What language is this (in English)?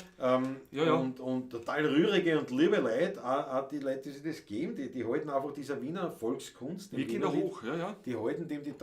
Bavarian